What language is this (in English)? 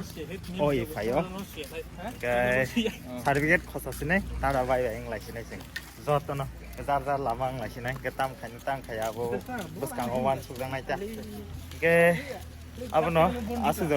Kok Borok